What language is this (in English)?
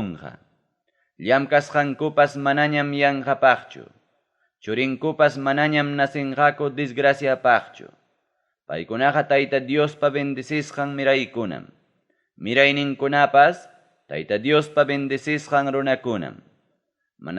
Ayacucho Quechua